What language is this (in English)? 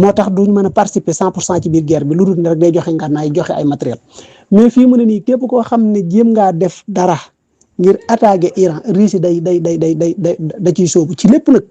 Wolof